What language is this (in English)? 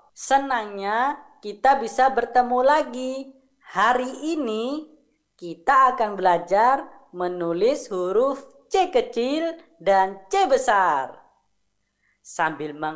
Indonesian